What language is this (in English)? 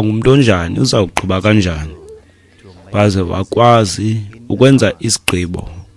Xhosa